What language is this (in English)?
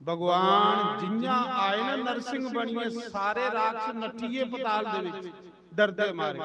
Dogri